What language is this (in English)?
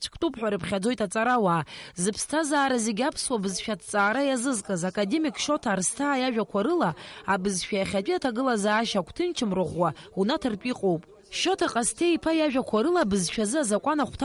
Abkhazian